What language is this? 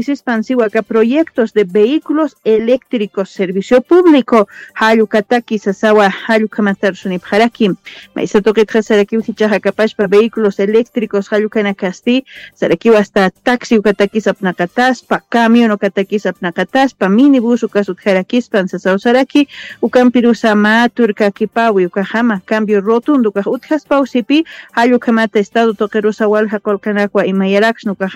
Aymara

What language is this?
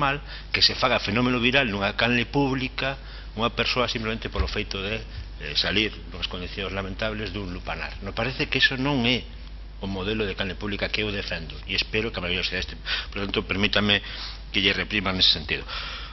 Galician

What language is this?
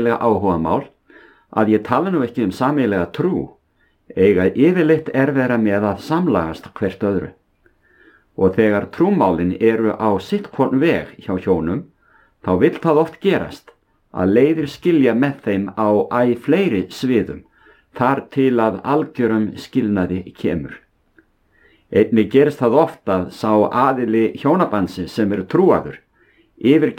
Icelandic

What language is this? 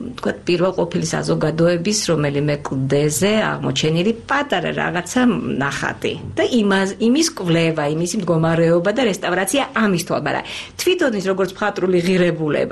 Georgian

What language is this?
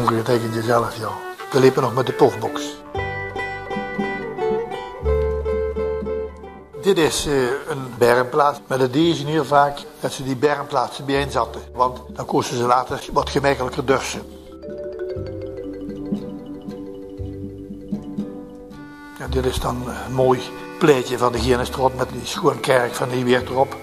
Dutch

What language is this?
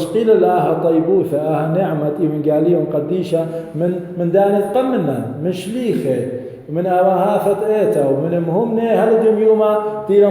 Assyrian Neo-Aramaic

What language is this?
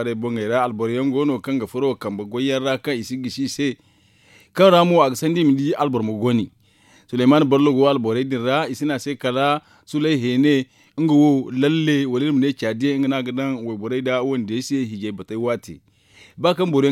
Zarma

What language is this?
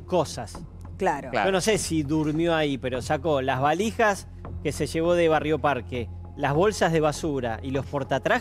Spanish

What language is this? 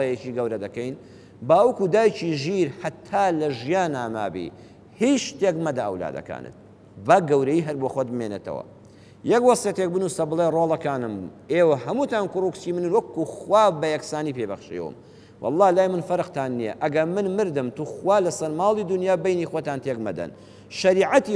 Central Kurdish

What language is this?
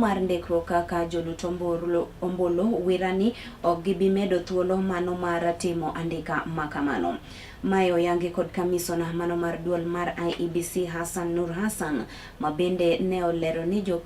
Luo (Kenya and Tanzania)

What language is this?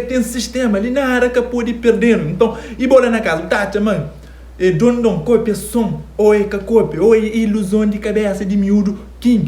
Kabuverdianu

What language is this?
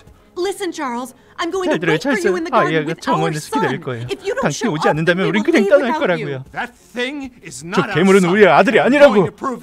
Korean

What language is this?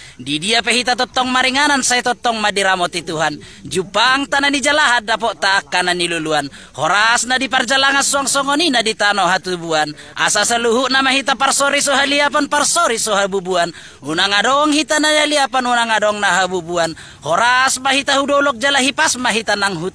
Batak Toba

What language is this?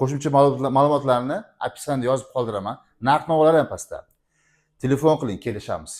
Uzbek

